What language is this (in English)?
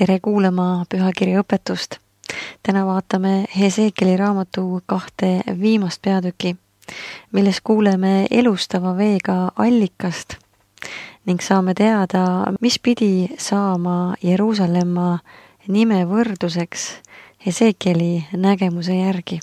Estonian